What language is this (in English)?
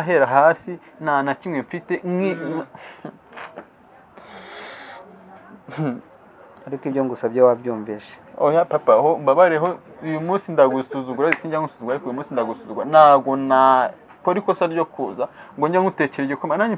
Kinyarwanda